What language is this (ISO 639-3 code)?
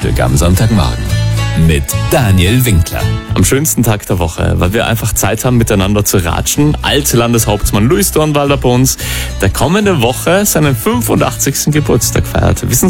deu